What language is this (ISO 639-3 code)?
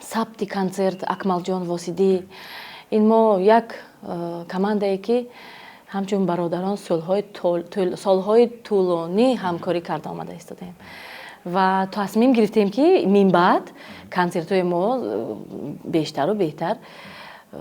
tgk